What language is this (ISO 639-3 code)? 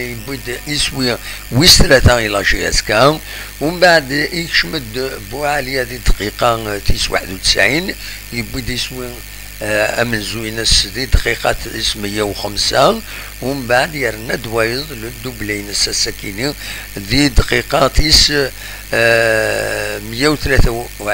kab